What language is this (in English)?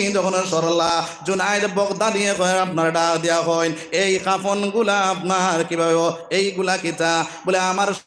Sylheti